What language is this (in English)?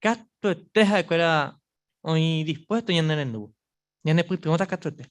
Guarani